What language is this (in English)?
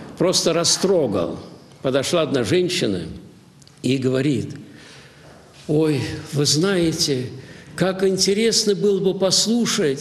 Russian